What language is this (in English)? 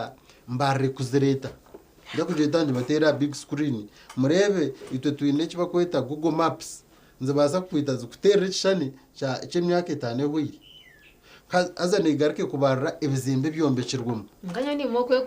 Nyankole